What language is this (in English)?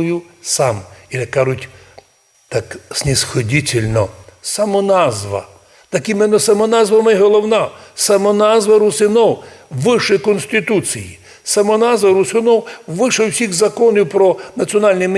Rusyn